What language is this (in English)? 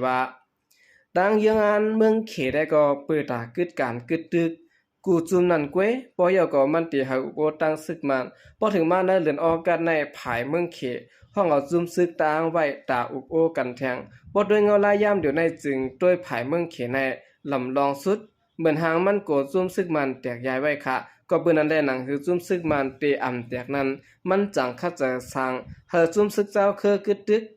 Shan